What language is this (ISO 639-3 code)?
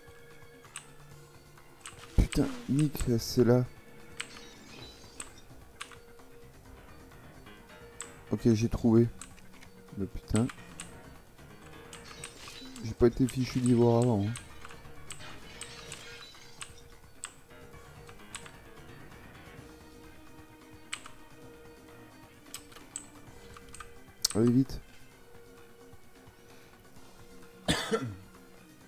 fra